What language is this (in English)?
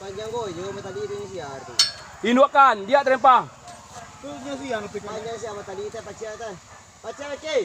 Minangkabau